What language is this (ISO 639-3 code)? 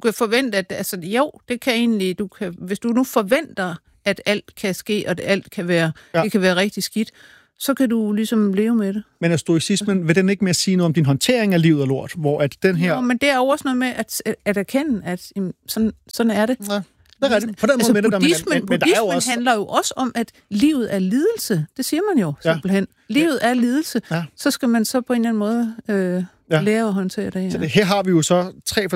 dan